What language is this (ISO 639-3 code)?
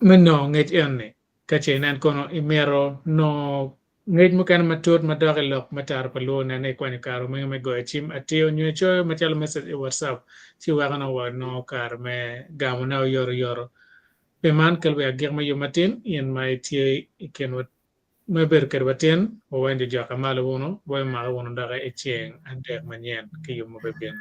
ach